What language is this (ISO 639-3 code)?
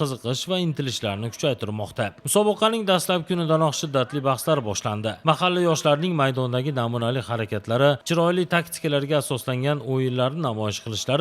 uzb